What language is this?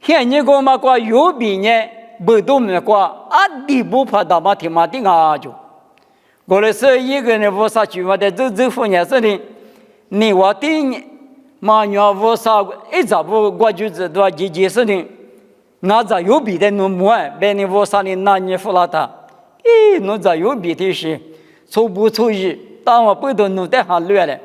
Lisu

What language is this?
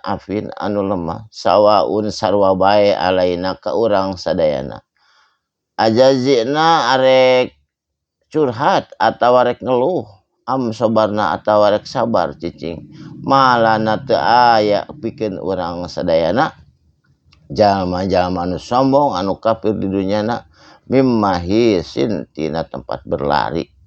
Sundanese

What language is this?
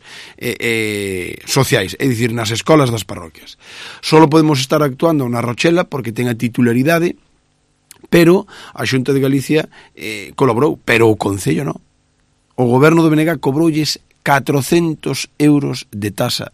Galician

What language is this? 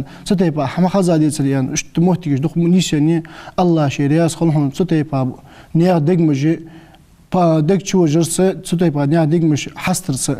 Ingush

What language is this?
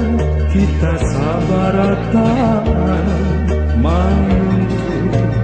Banjar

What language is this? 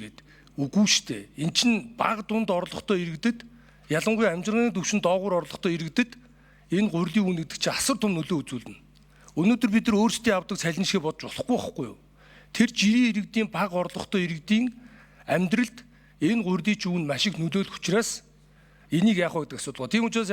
Mongolian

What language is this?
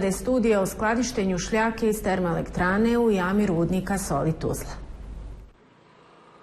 Bosnian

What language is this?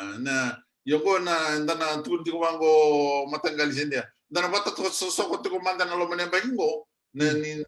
Fijian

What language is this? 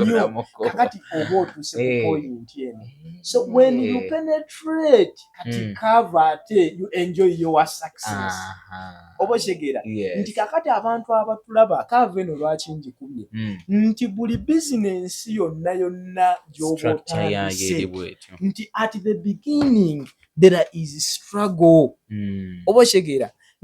Ganda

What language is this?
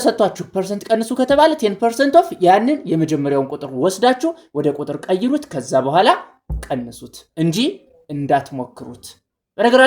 Amharic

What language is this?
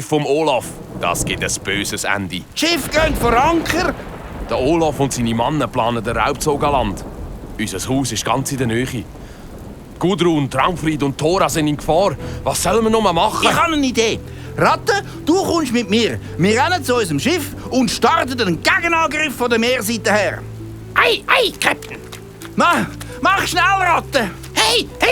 Swiss German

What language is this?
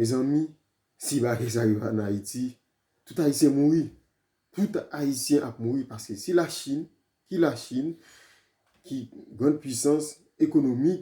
Haitian Creole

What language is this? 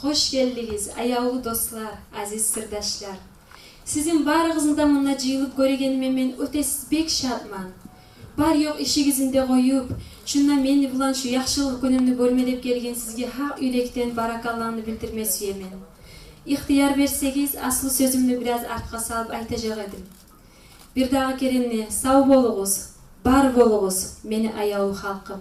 Kumyk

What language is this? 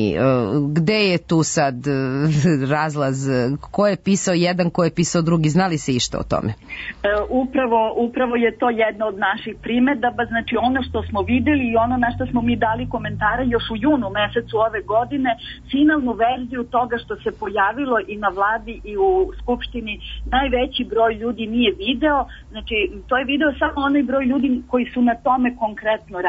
Serbian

